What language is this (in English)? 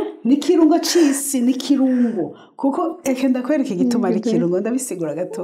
Rundi